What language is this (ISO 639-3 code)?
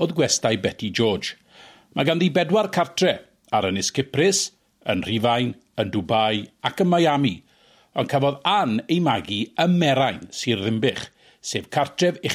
cym